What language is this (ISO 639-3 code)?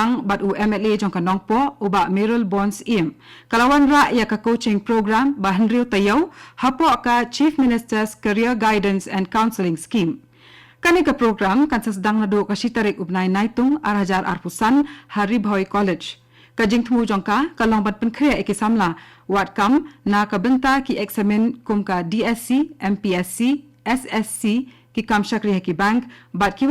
kha